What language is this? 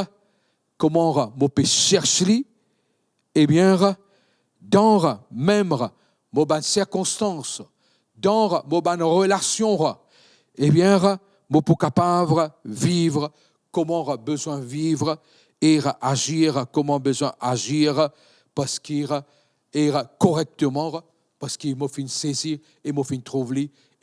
Morisyen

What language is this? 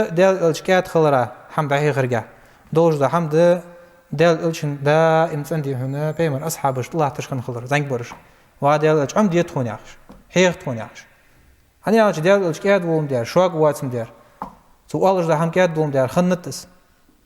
Ingush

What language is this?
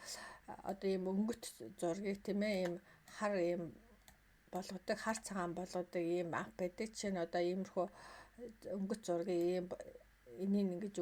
Mongolian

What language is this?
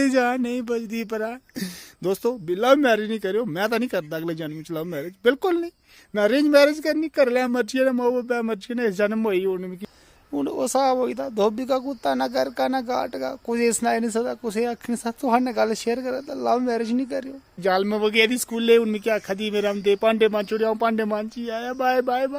Dogri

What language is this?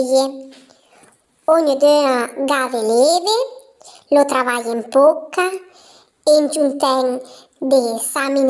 Arpitan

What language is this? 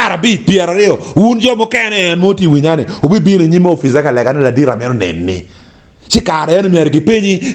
Acoli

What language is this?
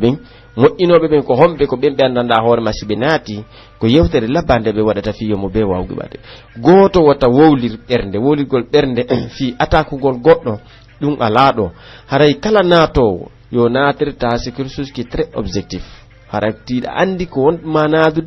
Pular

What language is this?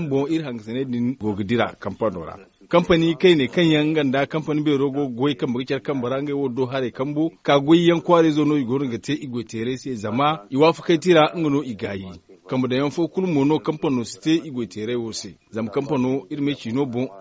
Zarma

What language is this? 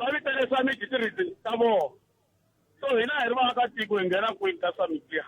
Tsonga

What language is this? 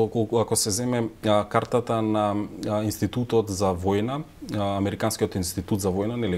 Macedonian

